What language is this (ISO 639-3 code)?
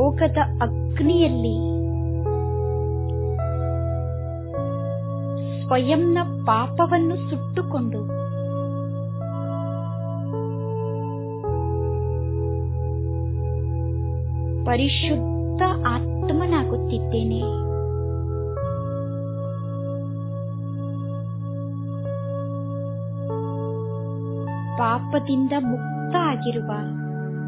kan